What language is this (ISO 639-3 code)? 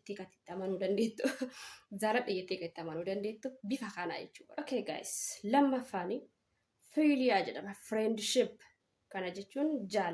orm